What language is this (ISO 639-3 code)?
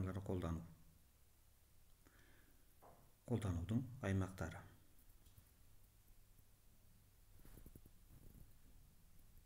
kaz